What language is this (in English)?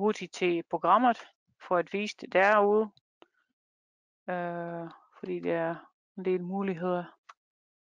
Danish